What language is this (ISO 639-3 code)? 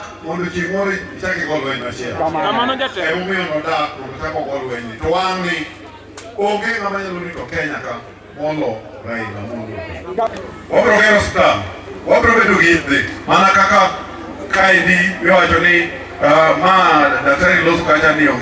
luo